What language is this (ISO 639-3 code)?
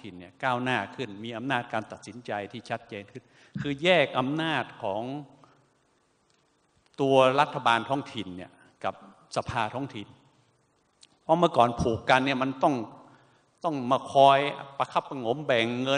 tha